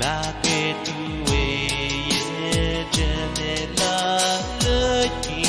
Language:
Pohnpeian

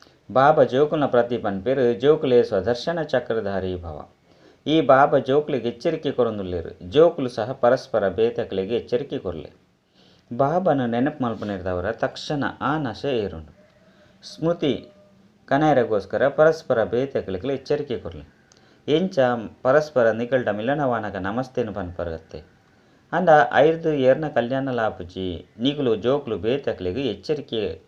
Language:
Tulu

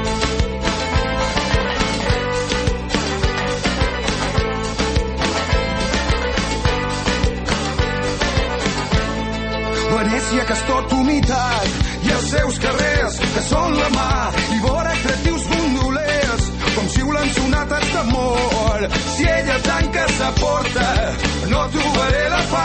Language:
Catalan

